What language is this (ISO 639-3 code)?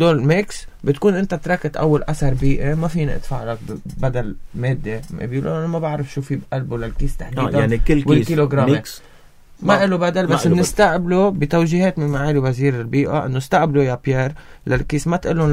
apc